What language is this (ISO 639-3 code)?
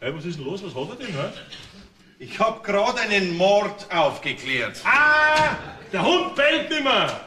bar